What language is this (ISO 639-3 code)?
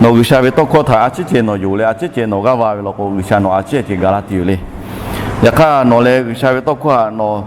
lhu